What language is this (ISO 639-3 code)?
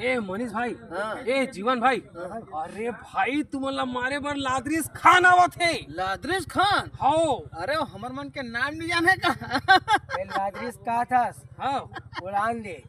hne